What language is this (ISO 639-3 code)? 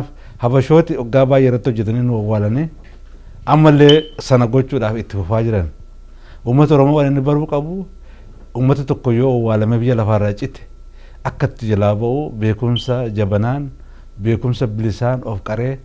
orm